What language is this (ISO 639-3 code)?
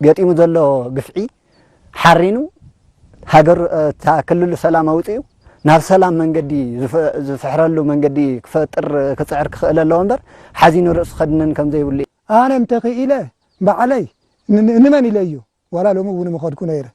tir